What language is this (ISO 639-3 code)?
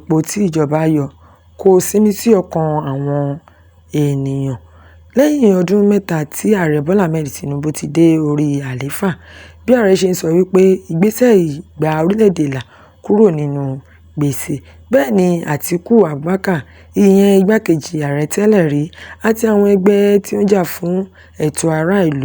yor